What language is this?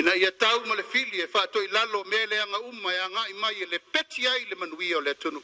Samoan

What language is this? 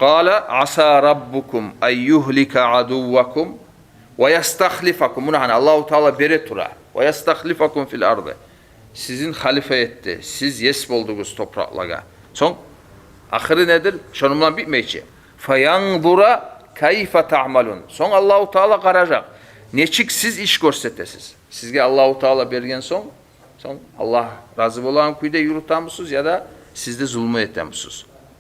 Kumyk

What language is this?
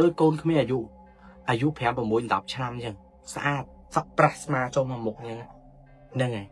Khmer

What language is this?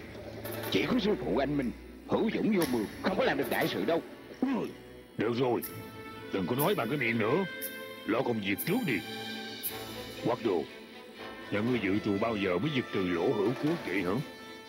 Vietnamese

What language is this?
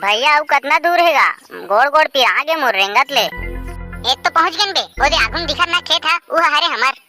Chhattisgarhi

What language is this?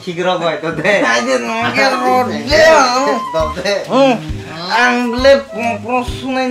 Kok Borok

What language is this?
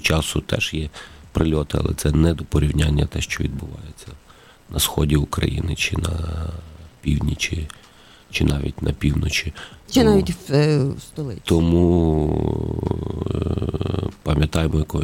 Ukrainian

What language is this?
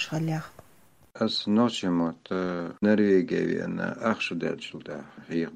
Chechen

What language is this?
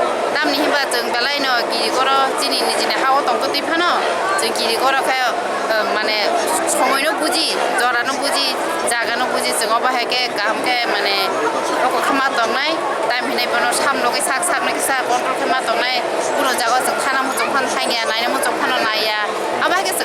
Kok Borok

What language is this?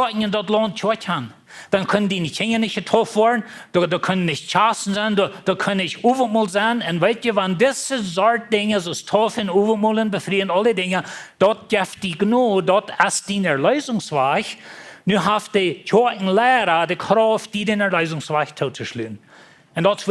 Plautdietsch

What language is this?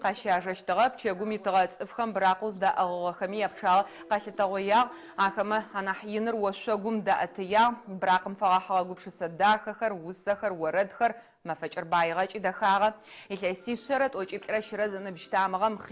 Adyghe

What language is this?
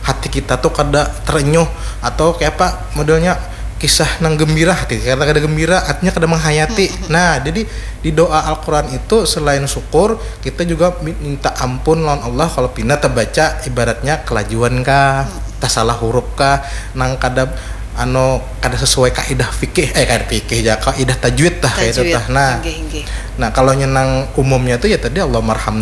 Banjar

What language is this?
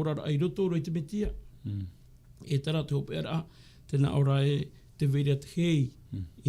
Tahitian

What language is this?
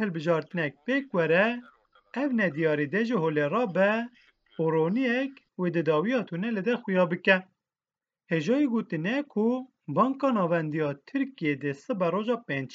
Kurdish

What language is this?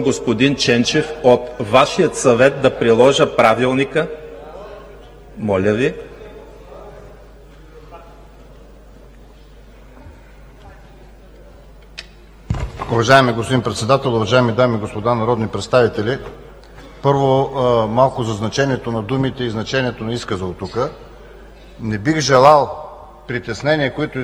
Bulgarian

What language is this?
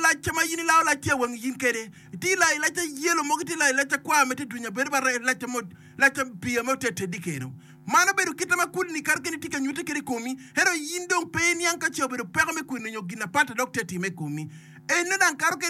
Acoli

